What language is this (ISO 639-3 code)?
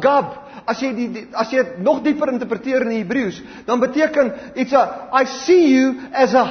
afr